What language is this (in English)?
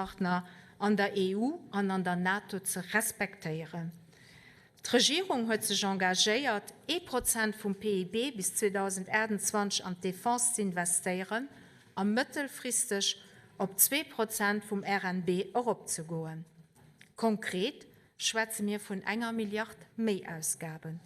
Luxembourgish